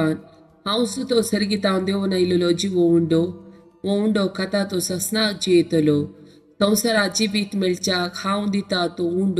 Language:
Konkani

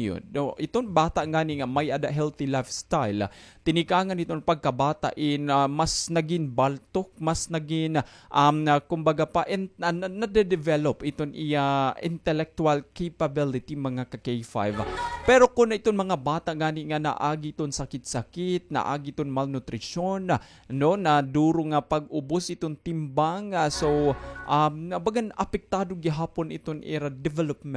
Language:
Waray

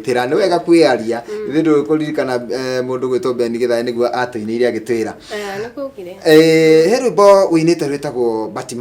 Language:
Kikuyu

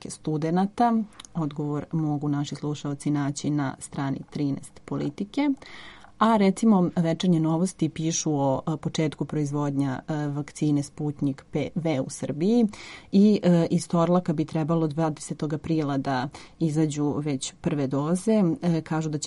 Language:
Serbian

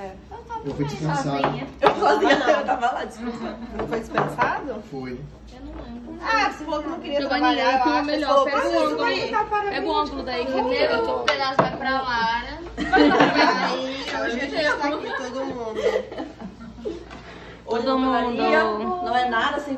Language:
Portuguese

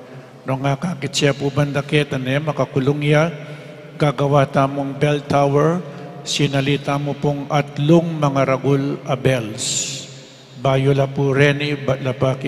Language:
Pampanga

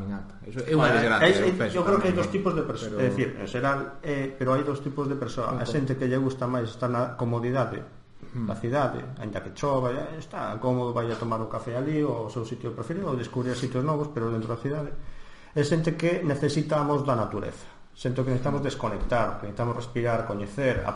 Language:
Galician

